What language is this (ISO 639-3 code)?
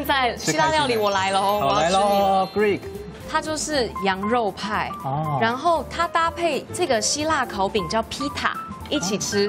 zho